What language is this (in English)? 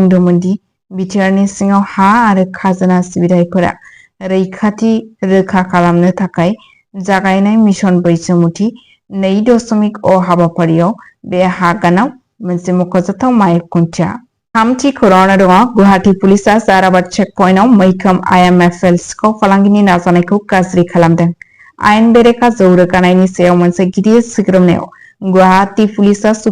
Bodo